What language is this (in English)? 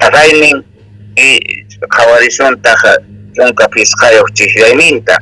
South Bolivian Quechua